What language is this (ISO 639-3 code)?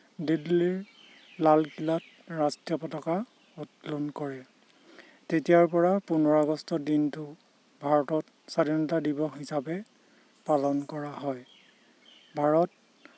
asm